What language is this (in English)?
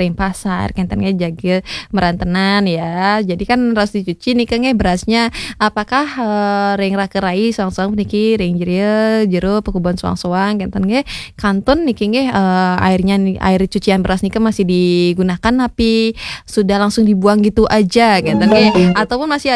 Balinese